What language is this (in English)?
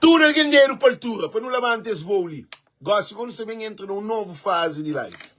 Kabuverdianu